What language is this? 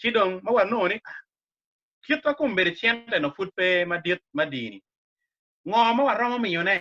Acoli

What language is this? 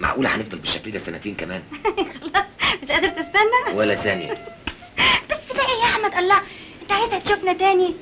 Egyptian Arabic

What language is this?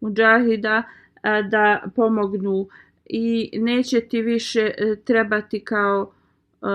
Bosnian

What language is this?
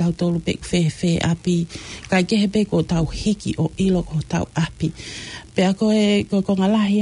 Tongan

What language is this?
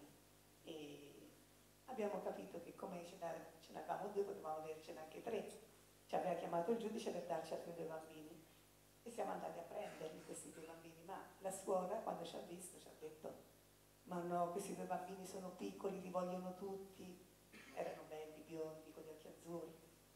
Italian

